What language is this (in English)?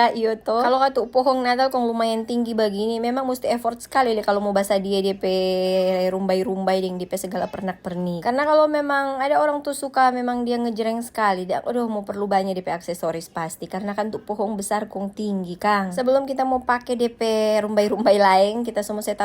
Manado Malay